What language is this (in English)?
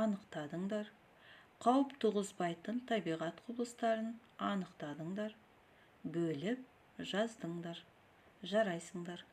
Kazakh